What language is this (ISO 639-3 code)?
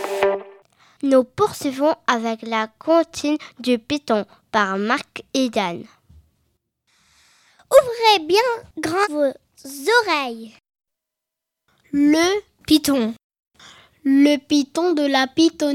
fra